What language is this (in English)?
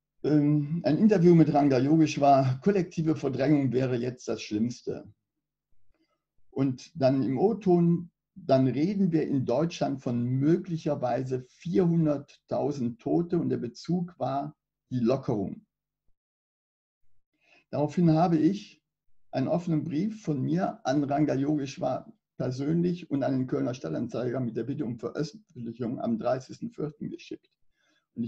German